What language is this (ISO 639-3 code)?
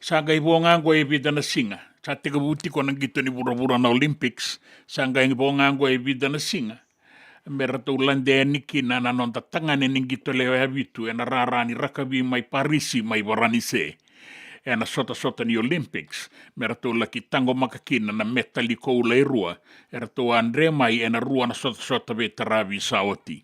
fij